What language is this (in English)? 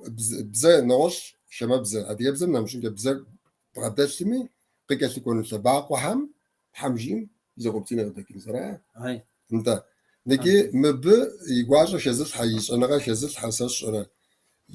Kabardian